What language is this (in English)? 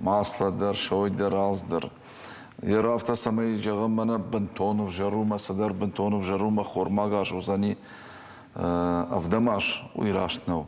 Ossetic